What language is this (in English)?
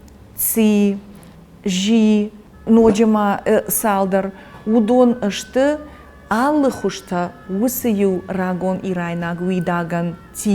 Ossetic